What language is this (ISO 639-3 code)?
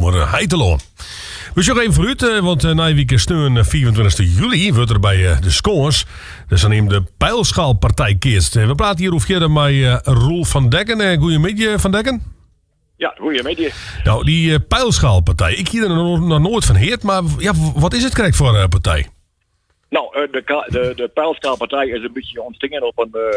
fry